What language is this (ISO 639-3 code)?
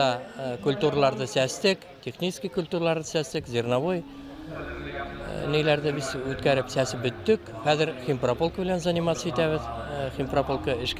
bak